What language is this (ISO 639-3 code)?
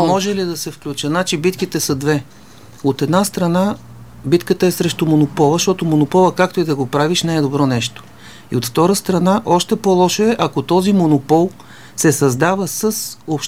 bul